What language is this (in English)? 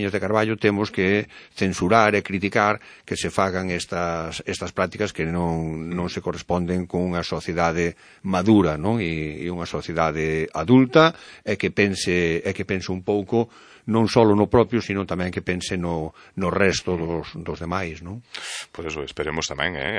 Galician